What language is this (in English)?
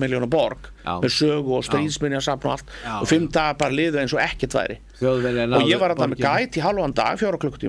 Icelandic